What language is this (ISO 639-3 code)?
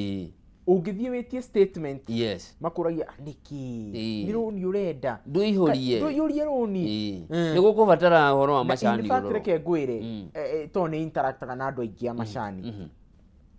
kik